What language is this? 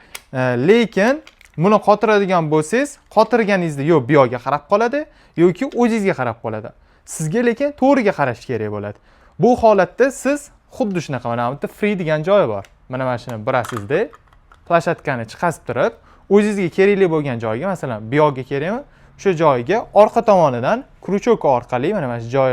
Uzbek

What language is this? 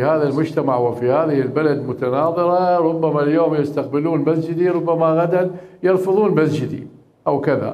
Mesopotamian Arabic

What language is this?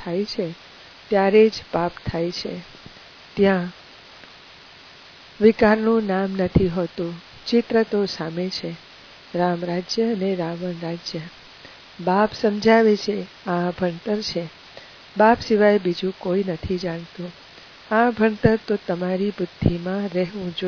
Gujarati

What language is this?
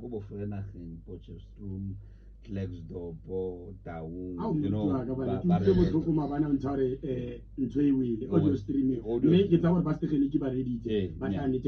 Tswana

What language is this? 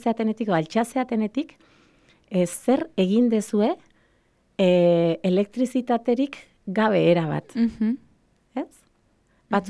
Basque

